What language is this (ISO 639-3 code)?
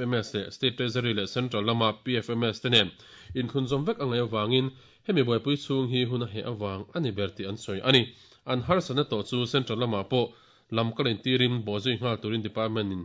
lus